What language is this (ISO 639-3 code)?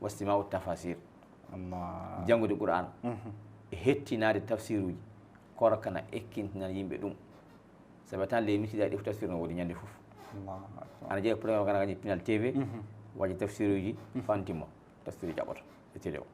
ful